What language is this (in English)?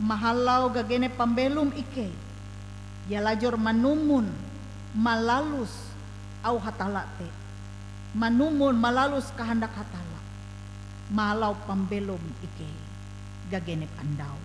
Ngaju